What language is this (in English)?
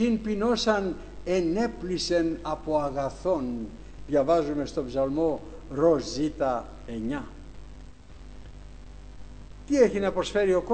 Greek